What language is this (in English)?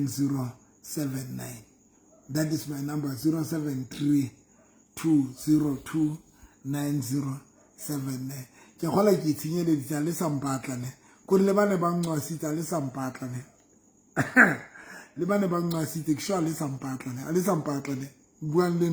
Southern Sotho